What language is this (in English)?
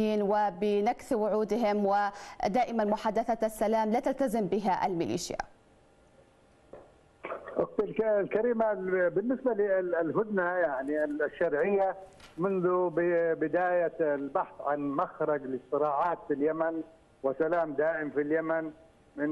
Arabic